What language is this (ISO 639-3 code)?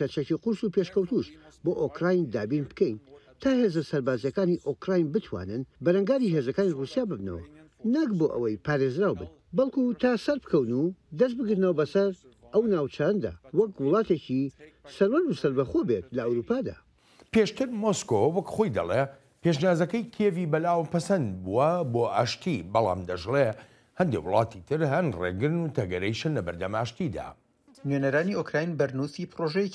ckb